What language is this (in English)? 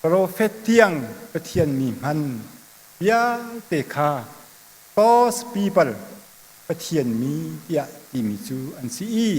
Hakha Chin